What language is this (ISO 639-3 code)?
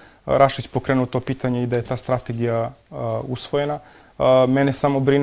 srp